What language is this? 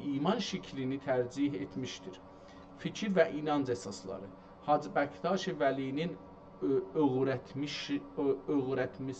South Azerbaijani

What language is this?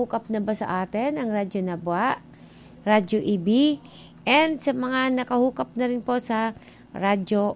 Filipino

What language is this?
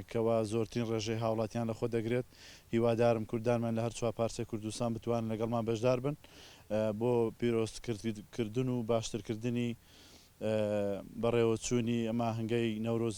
Central Kurdish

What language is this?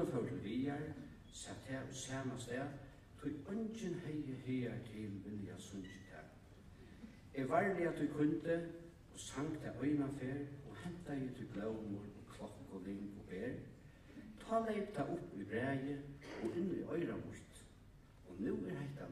Faroese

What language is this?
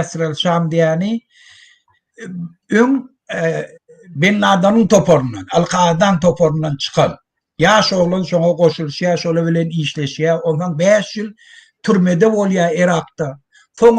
Turkmen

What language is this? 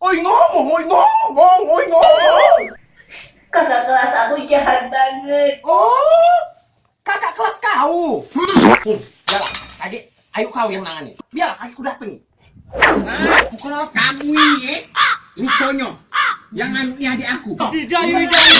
Musi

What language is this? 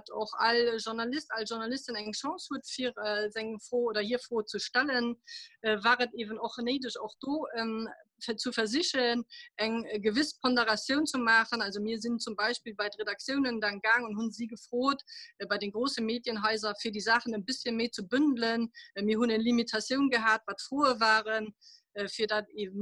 Luxembourgish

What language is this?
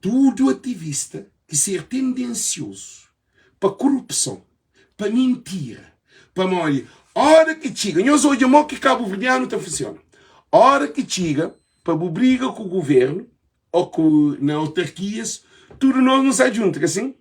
Kabuverdianu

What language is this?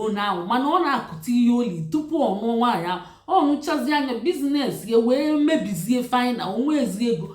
Igbo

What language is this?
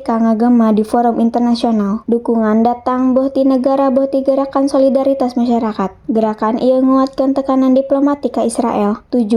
Sundanese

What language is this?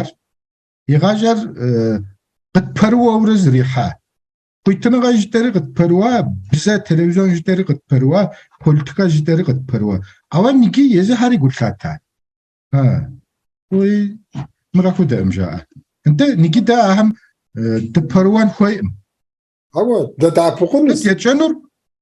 Kabardian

